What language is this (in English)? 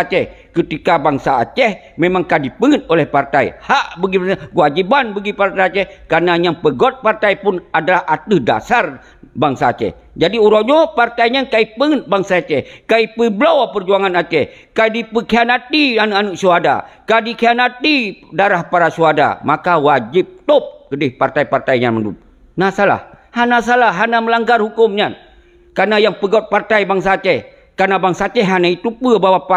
Achinese